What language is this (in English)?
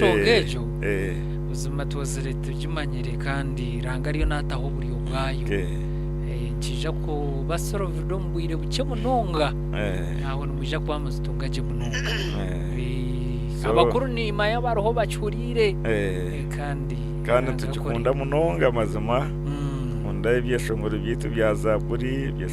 Nyankole